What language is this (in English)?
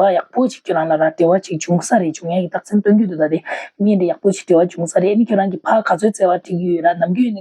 Tibetan